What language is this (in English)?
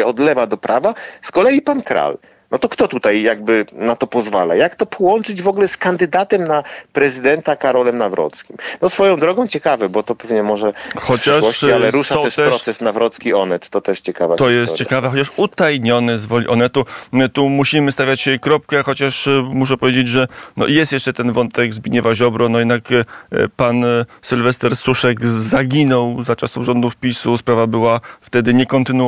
Polish